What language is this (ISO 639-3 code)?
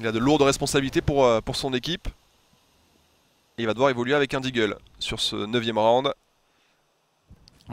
fra